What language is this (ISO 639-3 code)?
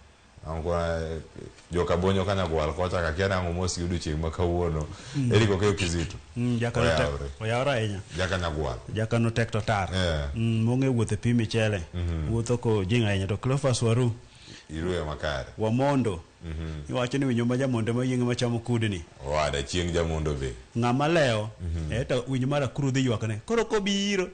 luo